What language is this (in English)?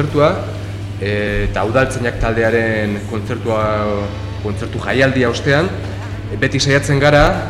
Basque